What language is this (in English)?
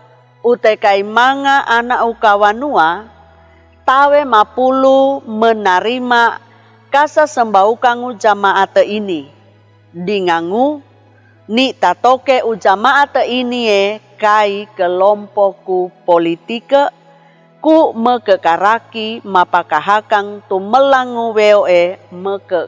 Sangir